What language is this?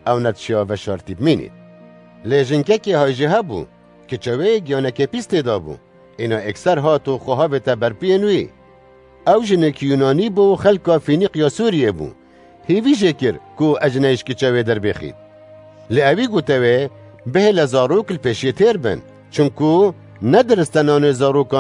Kurdish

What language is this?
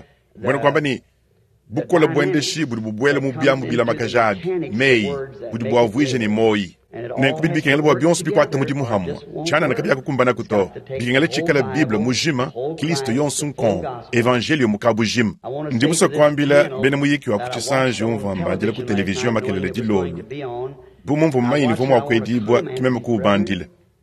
Luba-Lulua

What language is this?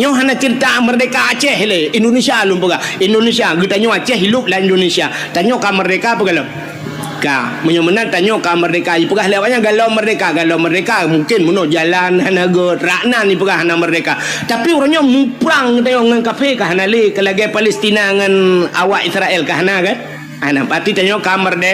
Achinese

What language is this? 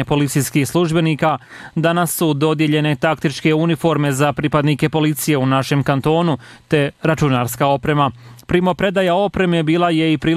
Bosnian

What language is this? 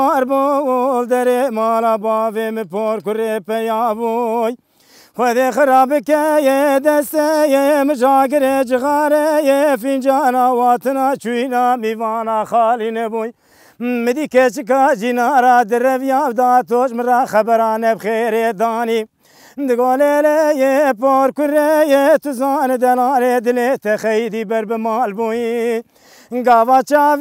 Kurdish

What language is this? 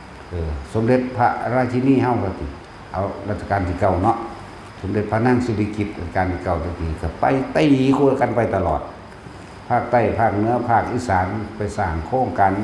Northeastern Thai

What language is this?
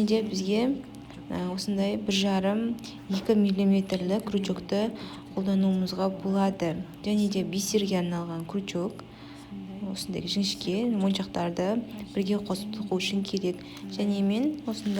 Kazakh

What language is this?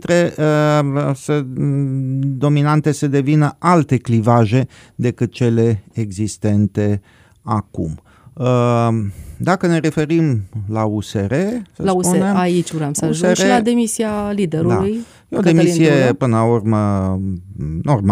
Romanian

